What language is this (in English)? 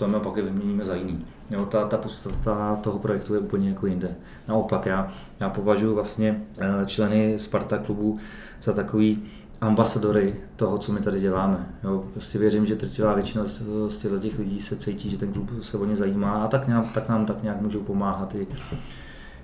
Czech